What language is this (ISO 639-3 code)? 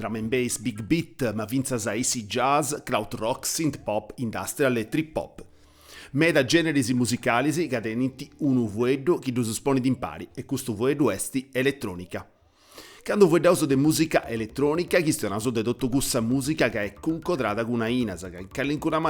srd